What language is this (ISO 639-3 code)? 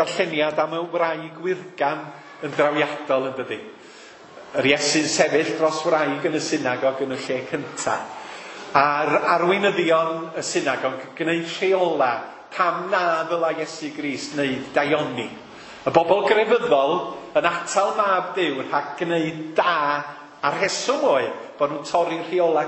cym